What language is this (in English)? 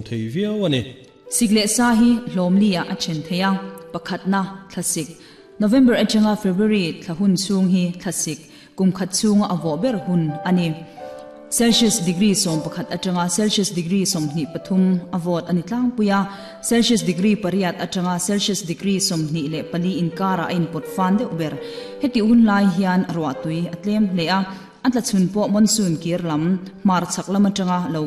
Mizo